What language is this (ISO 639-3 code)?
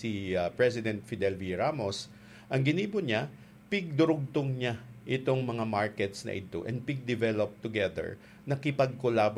bik